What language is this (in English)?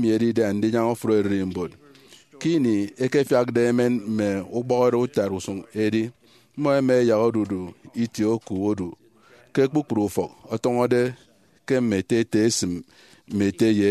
Efik